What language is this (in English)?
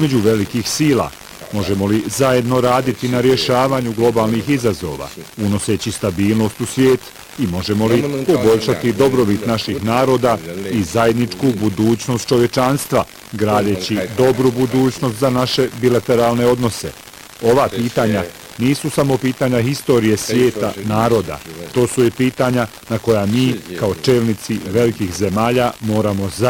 Bosnian